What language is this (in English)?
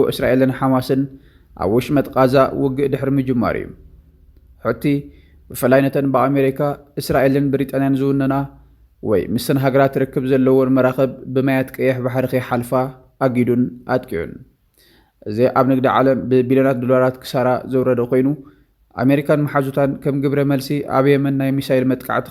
Tigrinya